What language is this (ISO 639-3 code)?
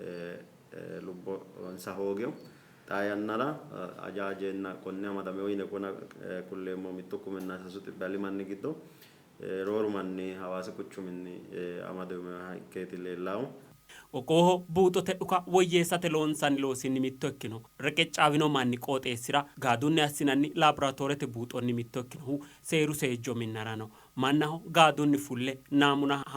sid